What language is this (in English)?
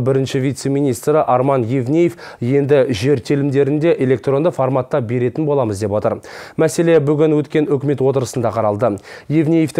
Kazakh